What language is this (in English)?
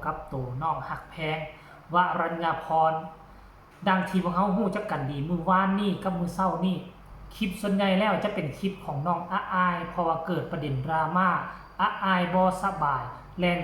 Northeastern Thai